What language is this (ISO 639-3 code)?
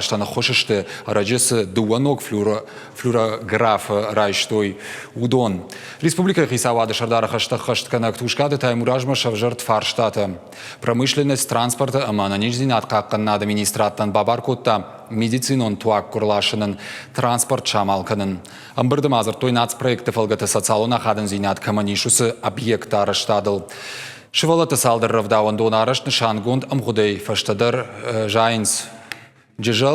oss